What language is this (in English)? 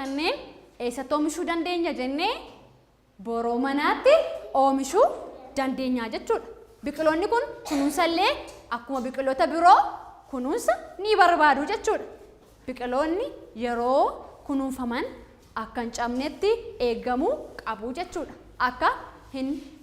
Oromo